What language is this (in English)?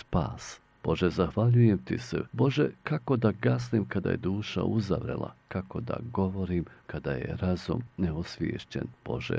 Bosnian